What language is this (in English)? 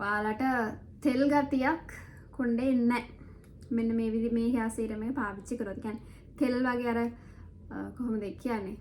Sinhala